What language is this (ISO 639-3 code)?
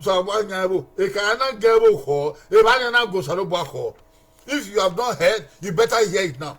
bin